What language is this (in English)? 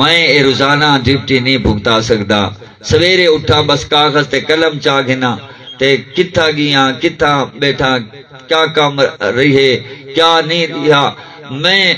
Saraiki